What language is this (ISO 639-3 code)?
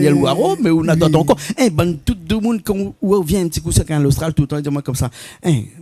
rcf